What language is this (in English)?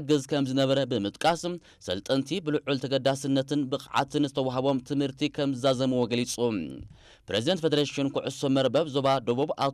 Tigrinya